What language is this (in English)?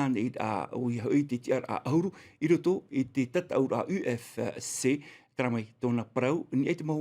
Tahitian